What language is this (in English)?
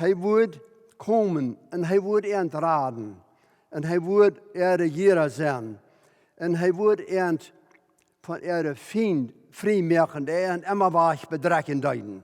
Plautdietsch